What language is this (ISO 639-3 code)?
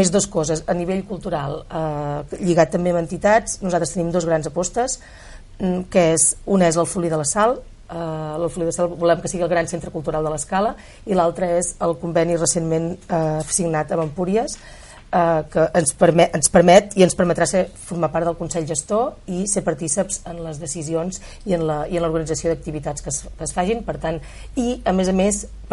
cat